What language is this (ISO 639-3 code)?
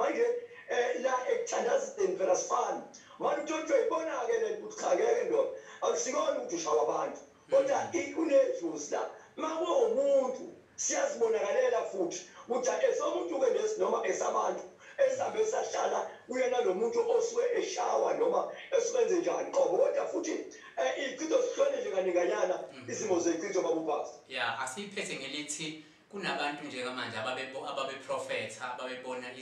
zul